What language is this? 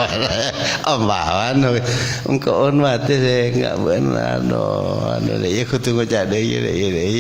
Madurese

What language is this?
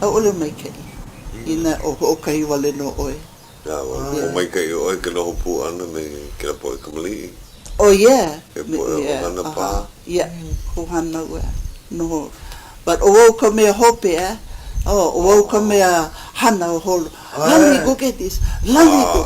Hawaiian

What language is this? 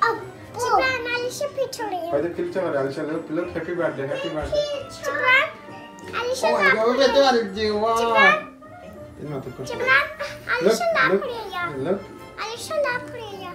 Sylheti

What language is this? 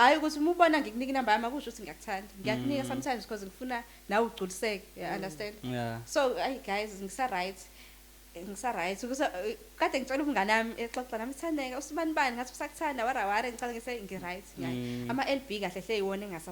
Zulu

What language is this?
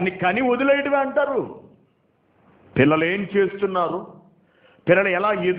Telugu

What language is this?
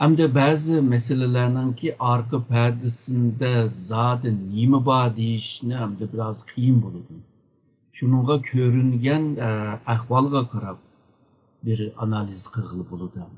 Uyghur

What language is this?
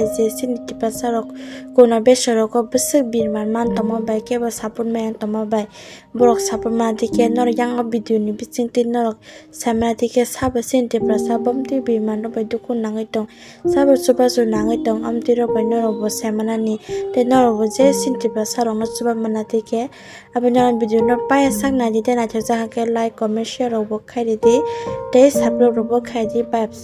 Kok Borok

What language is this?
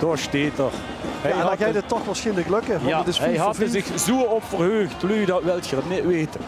Limburgish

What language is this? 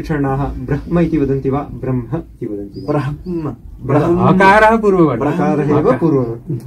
Sanskrit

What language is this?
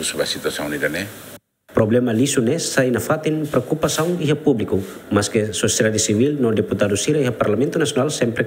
Tetum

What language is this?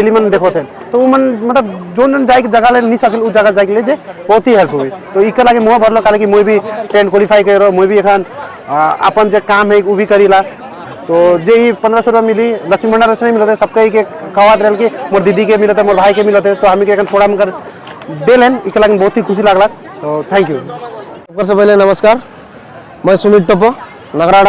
Sadri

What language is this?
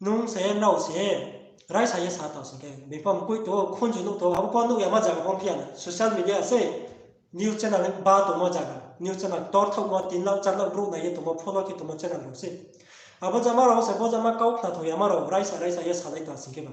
Riang (India)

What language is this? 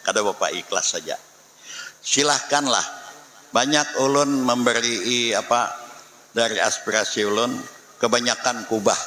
Banjar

